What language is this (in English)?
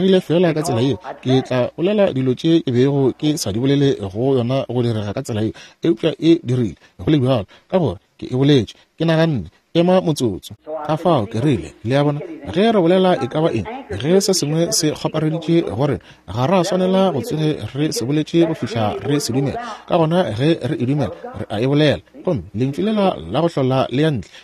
Northern Sotho